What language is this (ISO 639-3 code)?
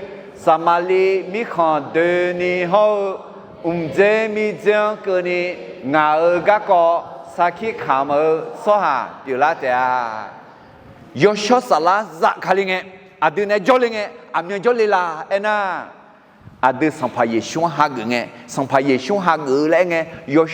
ahk